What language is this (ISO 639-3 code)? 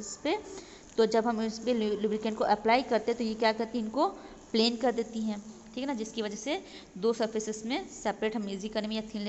hin